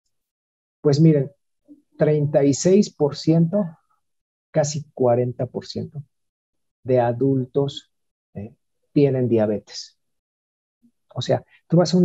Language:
Spanish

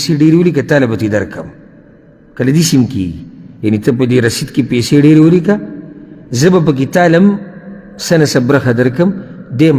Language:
Pashto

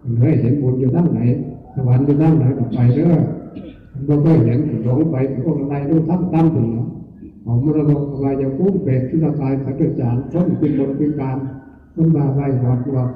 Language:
Northeastern Thai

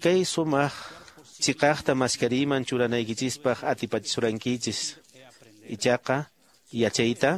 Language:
Quechua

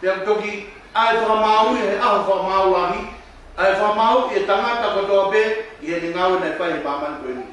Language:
Tongan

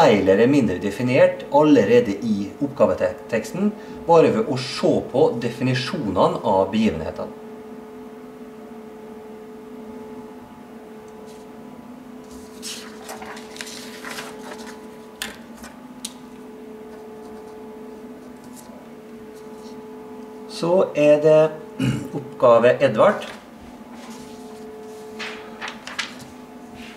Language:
Norwegian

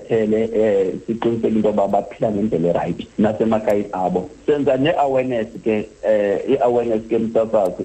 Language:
Xhosa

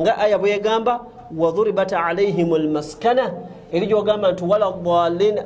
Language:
Ganda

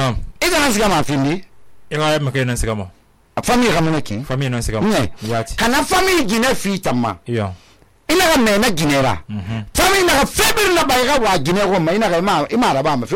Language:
Susu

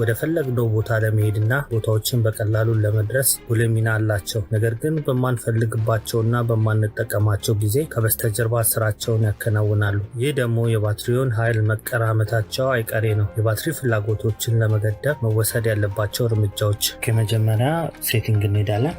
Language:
Amharic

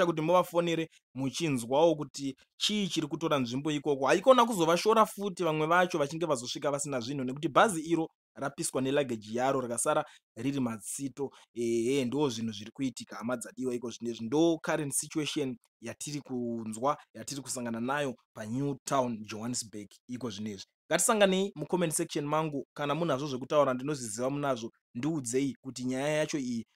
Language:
Shona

